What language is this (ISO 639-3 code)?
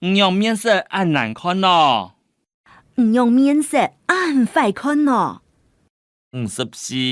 hak